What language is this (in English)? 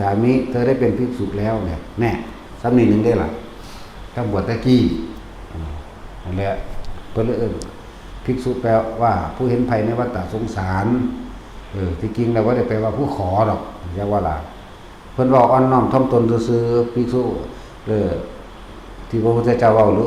Northeastern Thai